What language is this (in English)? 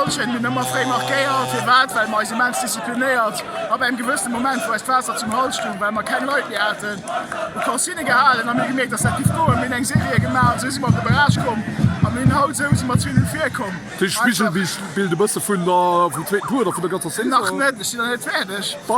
Luxembourgish